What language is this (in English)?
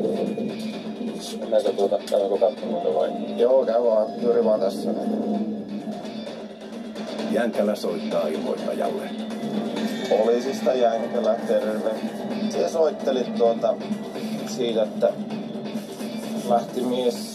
Finnish